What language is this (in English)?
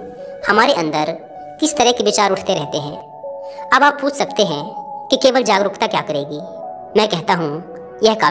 Hindi